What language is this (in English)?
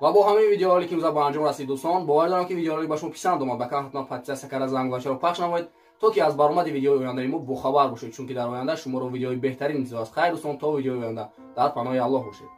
Tajik